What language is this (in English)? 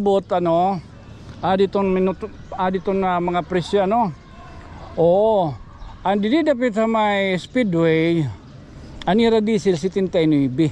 Waray